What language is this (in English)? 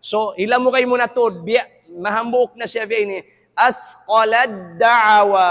Tausug